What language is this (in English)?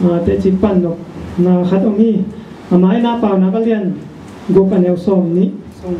Tedim Chin